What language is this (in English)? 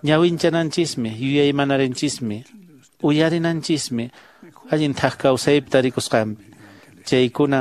Quechua